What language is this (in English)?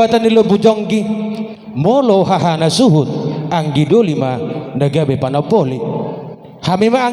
Batak Toba